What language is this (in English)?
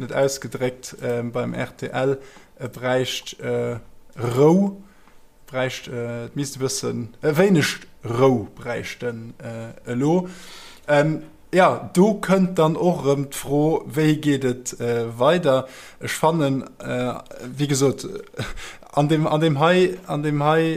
Luxembourgish